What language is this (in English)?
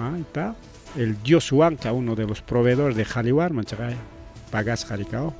Ayacucho Quechua